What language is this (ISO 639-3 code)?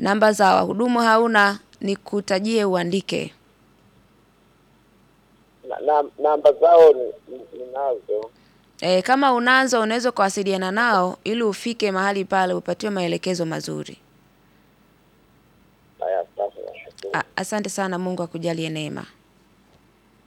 swa